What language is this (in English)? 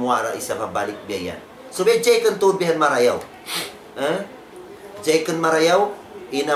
Tausug